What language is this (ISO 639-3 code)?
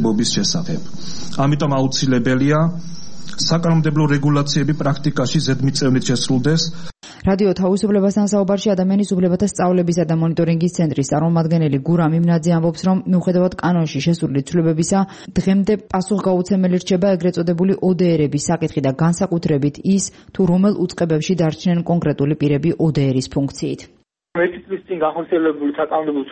kat